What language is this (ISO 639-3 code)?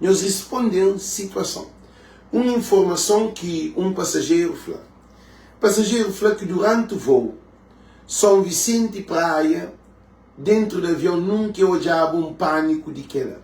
kea